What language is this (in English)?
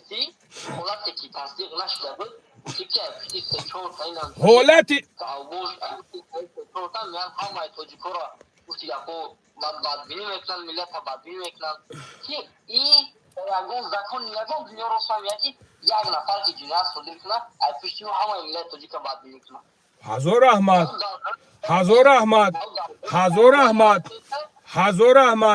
Tajik